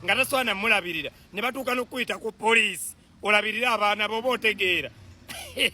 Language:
Ganda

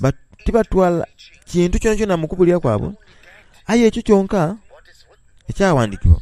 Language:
Soga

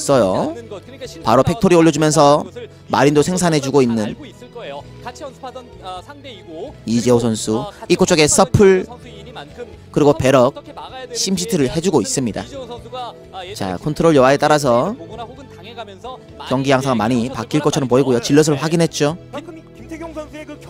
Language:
Korean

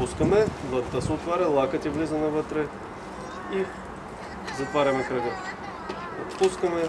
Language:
Bulgarian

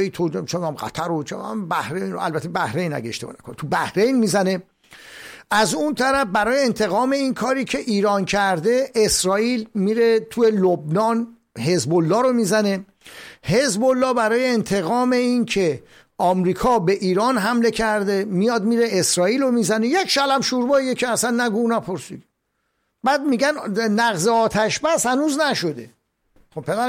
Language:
Persian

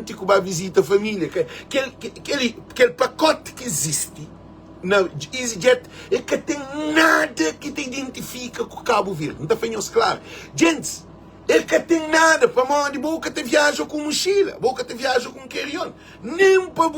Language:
Kabuverdianu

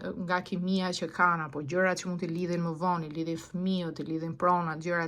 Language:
Albanian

